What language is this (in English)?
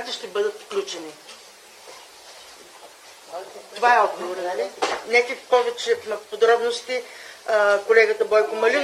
Bulgarian